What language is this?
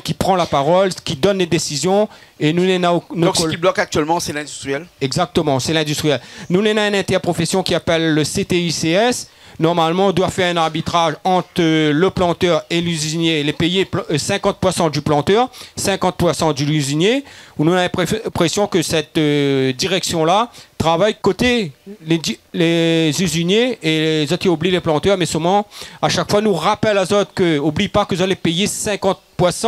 Réunion Creole French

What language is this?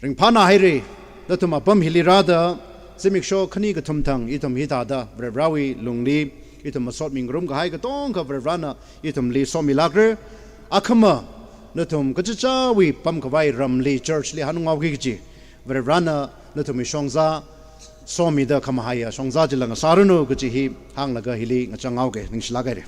Tangkhul Naga (India)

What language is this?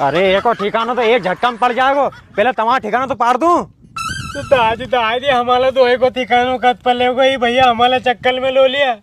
Rajasthani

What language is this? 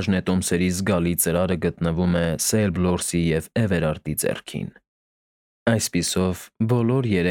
Armenian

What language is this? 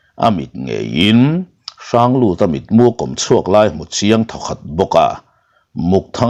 Mizo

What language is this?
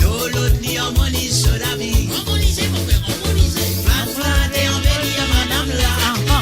Morisyen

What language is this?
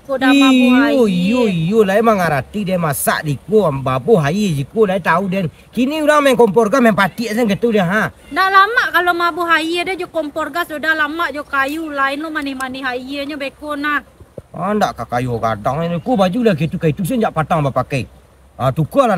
Minangkabau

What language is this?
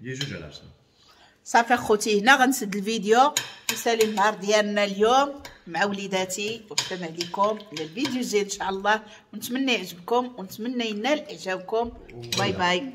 Moroccan Arabic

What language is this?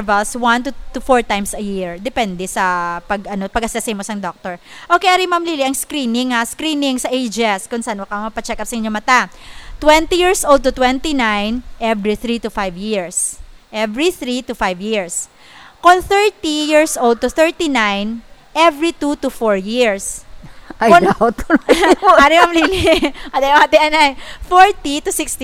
Hiligaynon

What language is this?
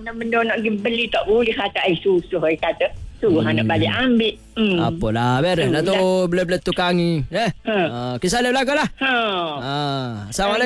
Malay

